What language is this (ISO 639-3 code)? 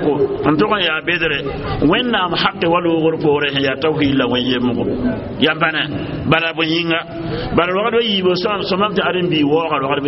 mos